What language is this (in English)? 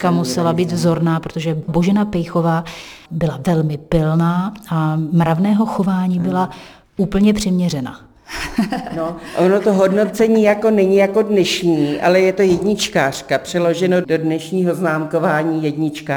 Czech